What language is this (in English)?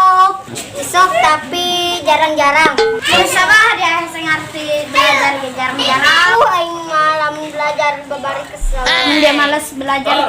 Sundanese